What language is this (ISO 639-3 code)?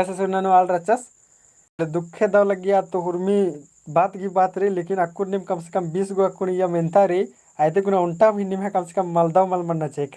kru